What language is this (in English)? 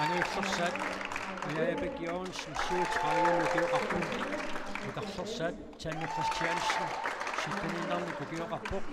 Kalaallisut